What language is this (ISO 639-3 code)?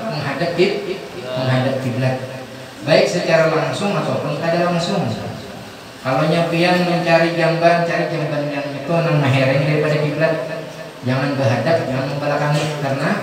bjn